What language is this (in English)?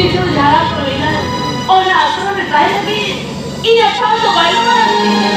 Santali